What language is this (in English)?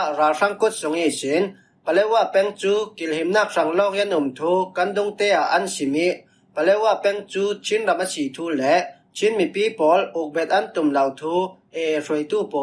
Falam Chin